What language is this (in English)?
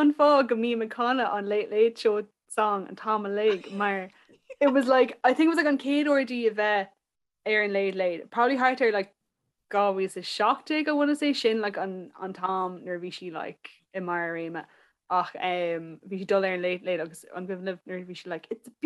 Irish